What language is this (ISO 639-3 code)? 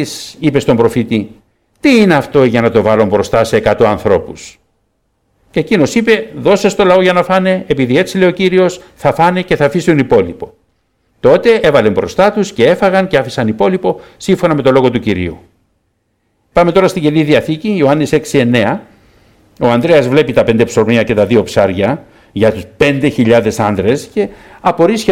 ell